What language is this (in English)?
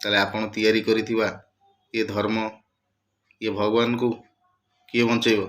Odia